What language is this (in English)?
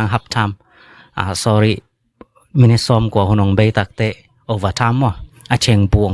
Tedim Chin